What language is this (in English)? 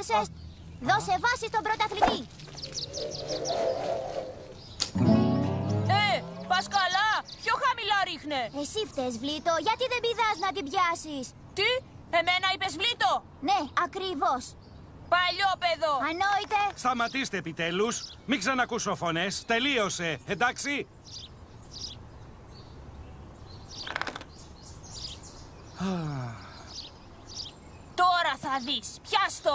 Greek